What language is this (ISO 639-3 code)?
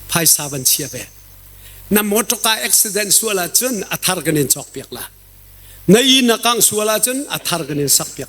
cnh